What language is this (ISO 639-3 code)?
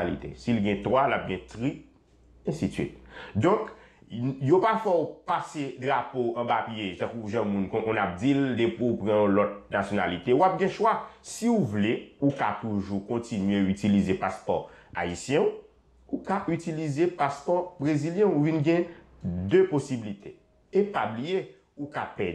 hat